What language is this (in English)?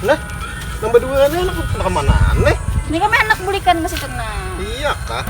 Banjar